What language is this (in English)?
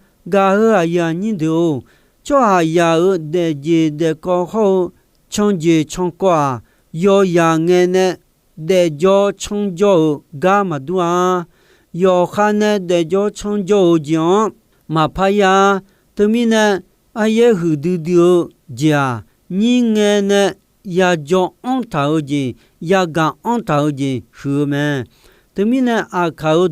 Akha